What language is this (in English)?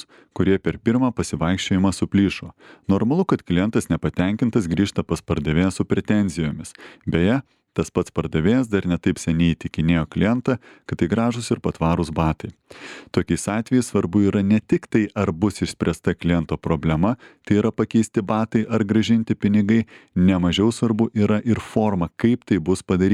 Lithuanian